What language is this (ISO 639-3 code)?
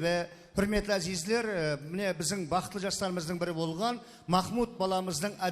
kaa